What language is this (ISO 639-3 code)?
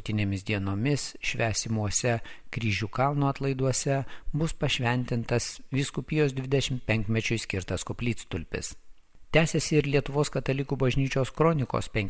lit